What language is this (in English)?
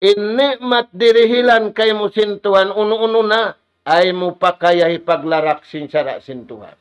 Tausug